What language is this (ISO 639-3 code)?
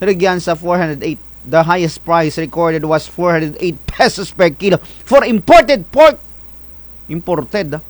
krj